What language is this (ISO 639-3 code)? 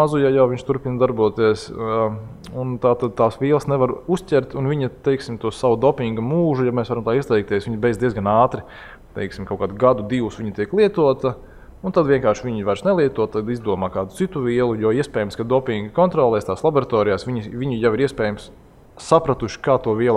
lav